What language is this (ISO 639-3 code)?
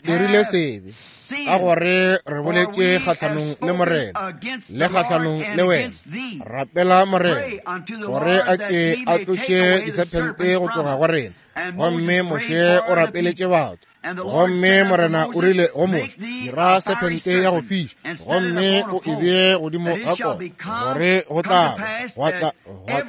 nso